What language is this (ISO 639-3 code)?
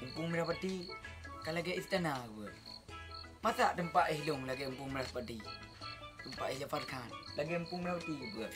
ace